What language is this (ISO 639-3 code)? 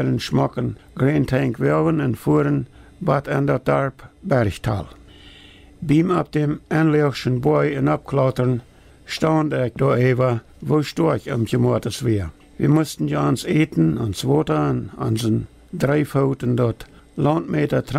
pdt